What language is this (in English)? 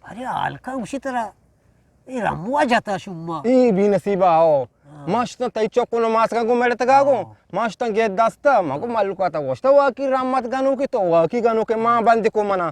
Eastern Balochi